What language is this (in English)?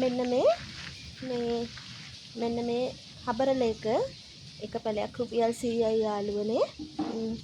Sinhala